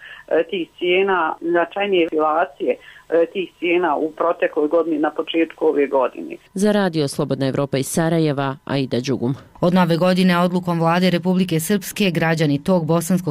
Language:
Bosnian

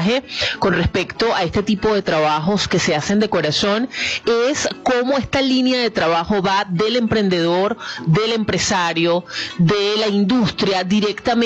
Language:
Spanish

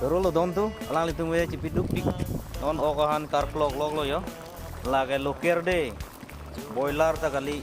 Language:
Karbi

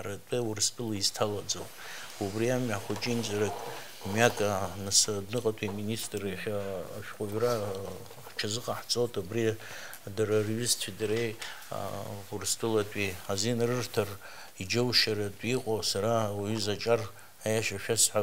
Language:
Abkhazian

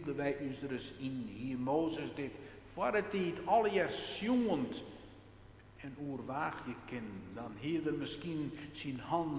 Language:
Western Frisian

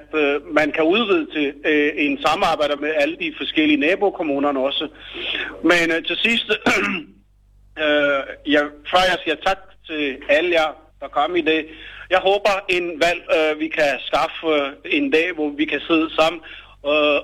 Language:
Danish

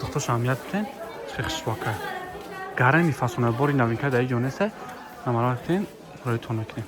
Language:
Tajik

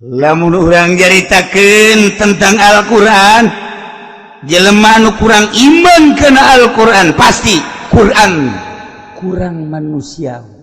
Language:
Sundanese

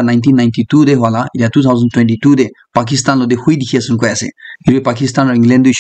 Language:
Naga Pidgin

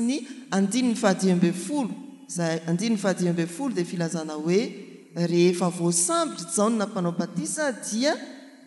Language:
Malagasy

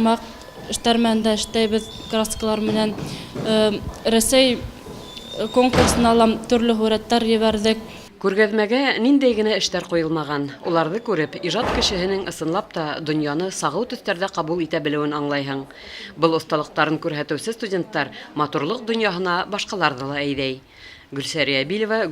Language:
Bashkir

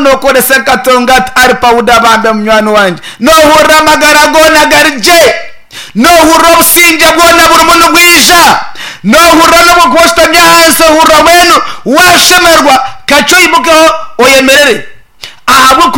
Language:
Nyankole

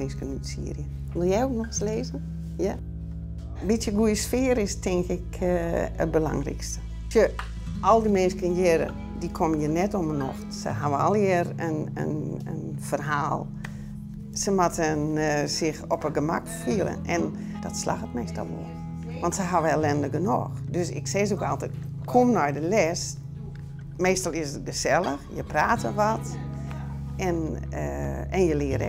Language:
Western Frisian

